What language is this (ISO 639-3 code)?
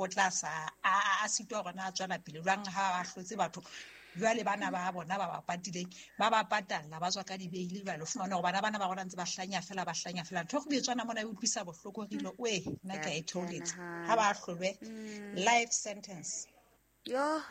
sot